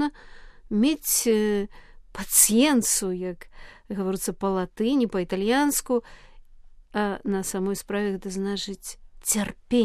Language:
Belarusian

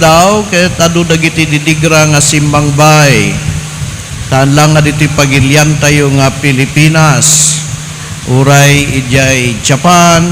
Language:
Iloko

